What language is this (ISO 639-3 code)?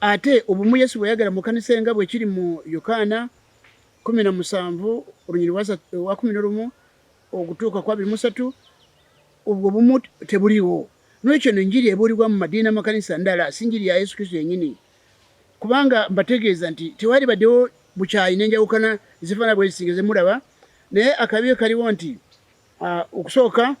lug